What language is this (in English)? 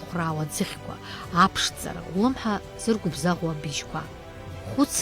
Abkhazian